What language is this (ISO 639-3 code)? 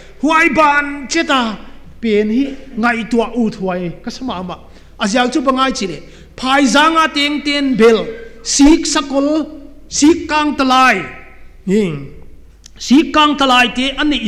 pck